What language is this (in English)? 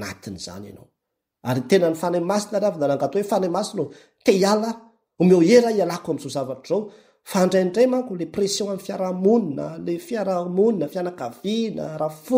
Malagasy